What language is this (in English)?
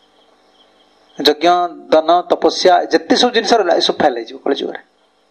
Odia